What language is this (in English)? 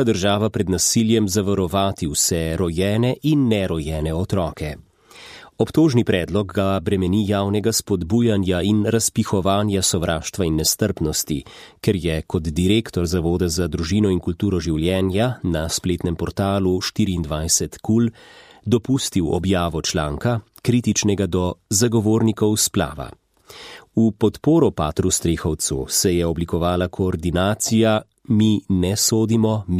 Slovenian